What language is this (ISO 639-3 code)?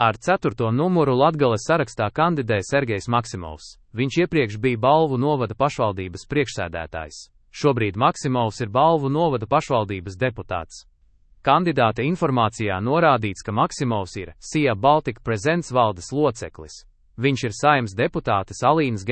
lav